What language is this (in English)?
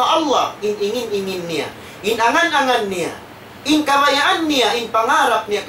Tausug